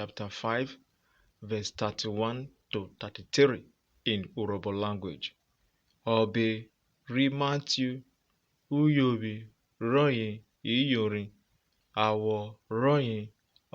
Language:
Urhobo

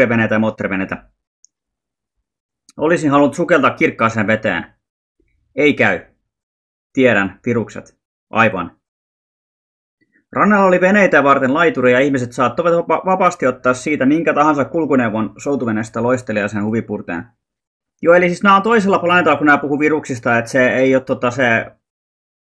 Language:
Finnish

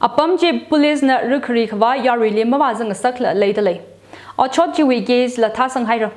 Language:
Tangkhul Naga (India)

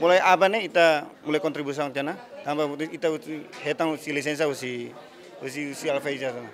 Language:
Tetum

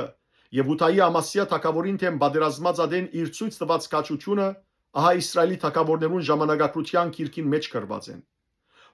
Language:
Western Armenian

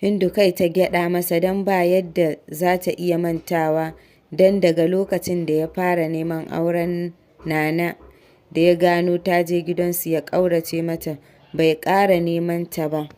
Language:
Hausa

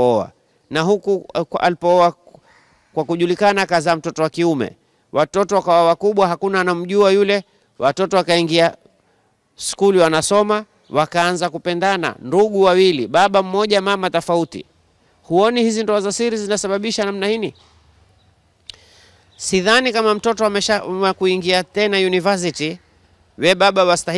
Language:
Swahili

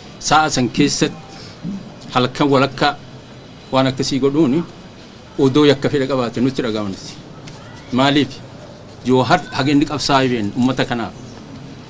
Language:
Oromo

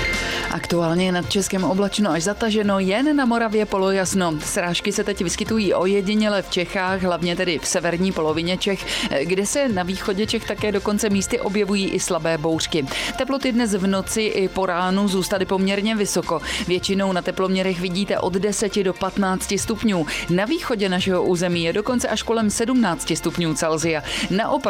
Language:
Czech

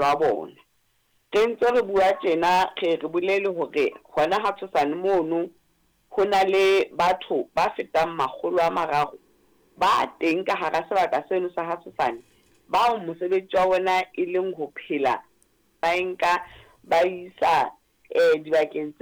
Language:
Southern Sotho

